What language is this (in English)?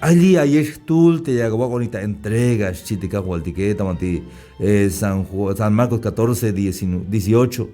Tzeltal